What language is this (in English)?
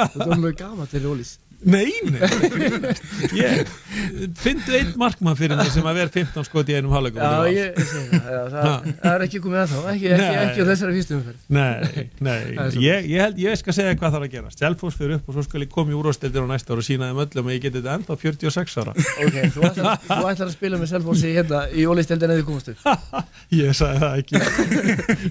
Icelandic